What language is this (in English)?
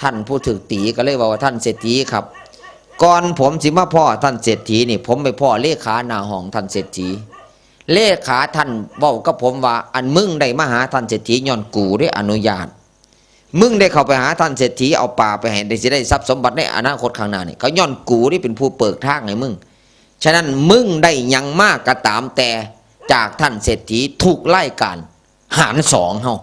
Northeastern Thai